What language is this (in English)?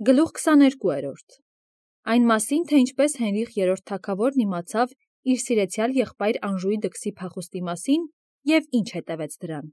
Armenian